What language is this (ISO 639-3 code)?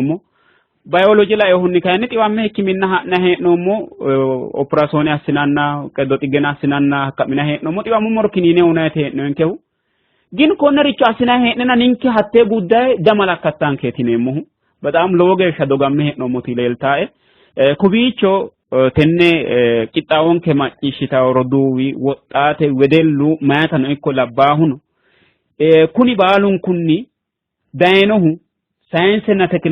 sid